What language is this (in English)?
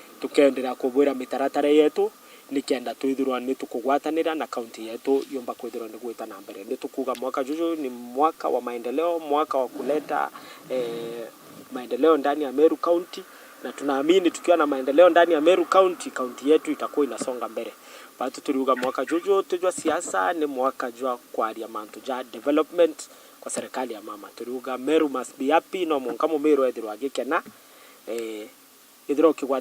Meru